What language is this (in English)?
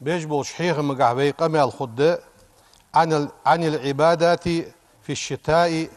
Ingush